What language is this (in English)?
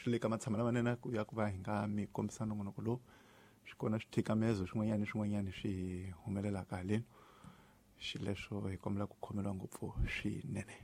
Tsonga